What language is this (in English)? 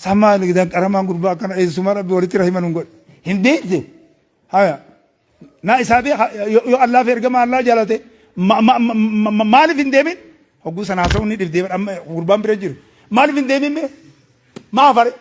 Oromo